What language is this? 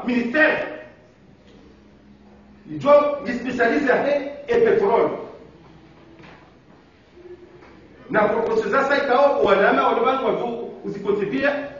Swahili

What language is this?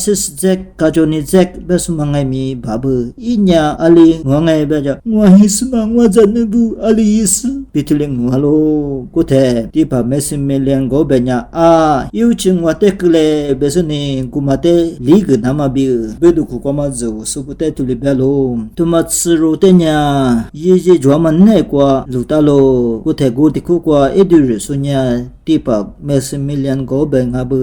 Lisu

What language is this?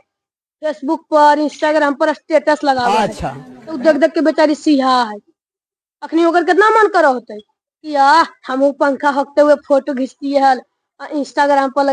Magahi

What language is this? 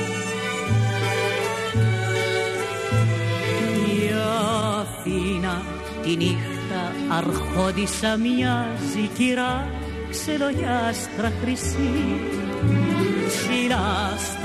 Greek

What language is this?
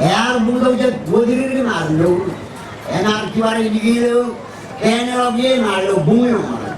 Marshallese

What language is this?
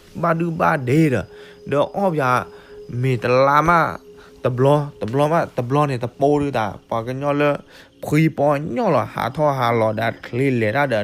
S'gaw Karen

